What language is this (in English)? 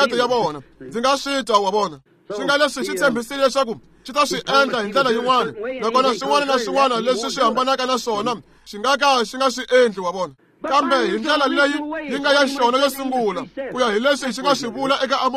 Tsonga